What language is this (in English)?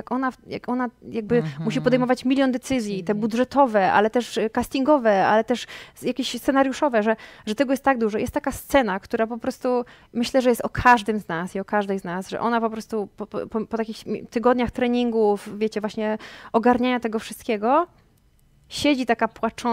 Polish